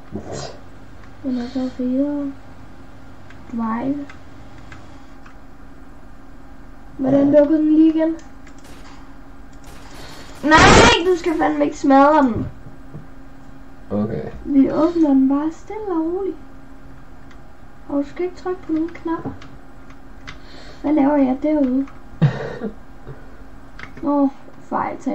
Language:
Danish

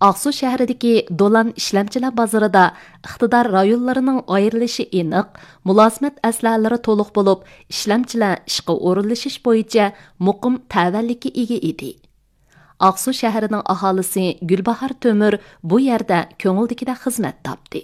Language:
Uyghur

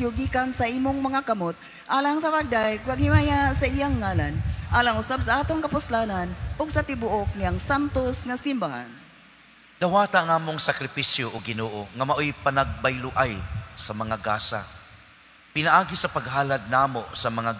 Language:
Cebuano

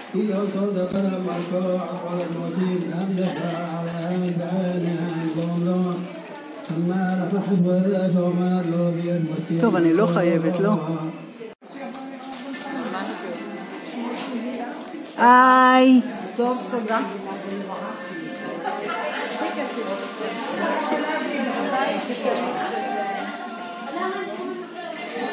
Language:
Hebrew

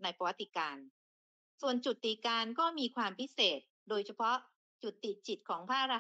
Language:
Thai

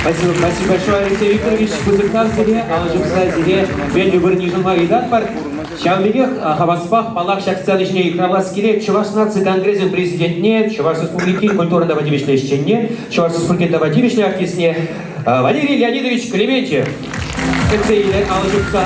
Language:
Chuvash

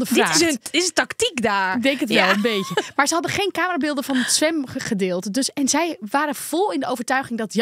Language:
Dutch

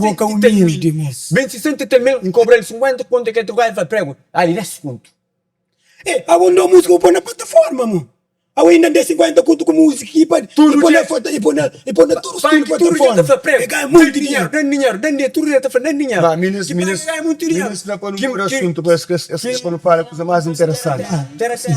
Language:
Kabuverdianu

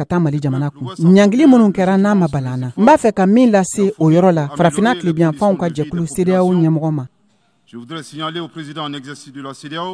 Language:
Bambara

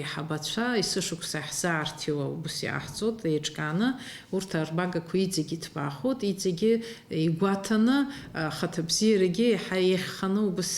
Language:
Abkhazian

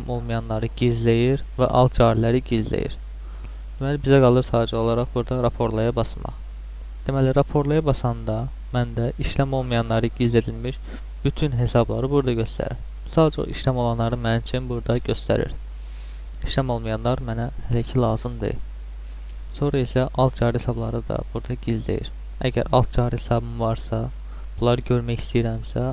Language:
Azerbaijani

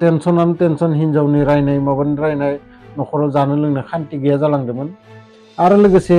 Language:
Bodo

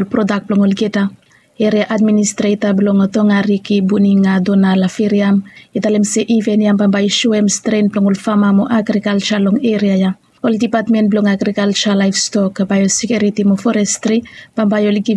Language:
Bislama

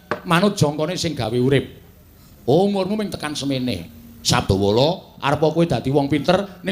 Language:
Javanese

